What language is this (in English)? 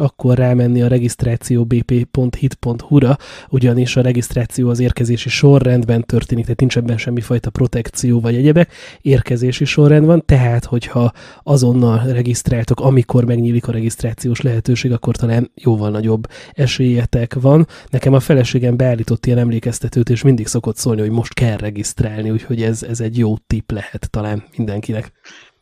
Hungarian